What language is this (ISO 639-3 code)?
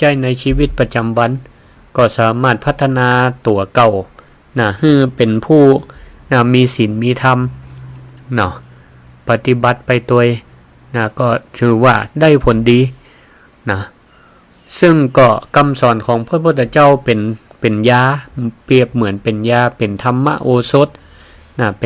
nod